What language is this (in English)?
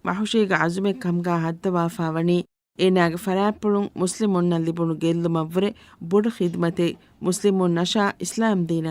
Divehi